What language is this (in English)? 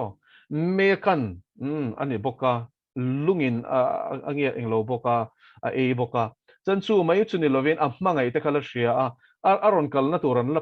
Mizo